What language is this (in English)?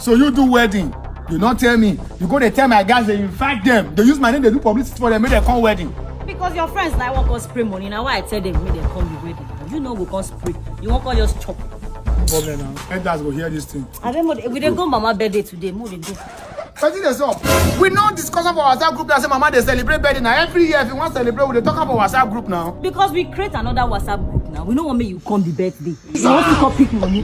Nigerian Pidgin